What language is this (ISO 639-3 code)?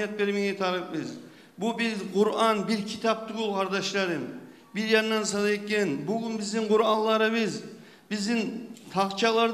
kum